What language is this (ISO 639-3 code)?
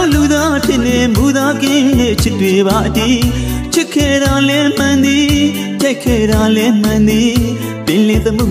mya